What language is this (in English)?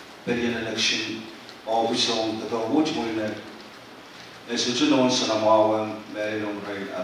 Pohnpeian